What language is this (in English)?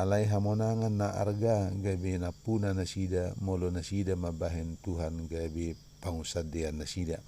Batak Toba